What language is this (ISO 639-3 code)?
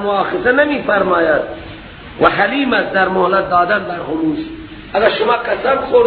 fas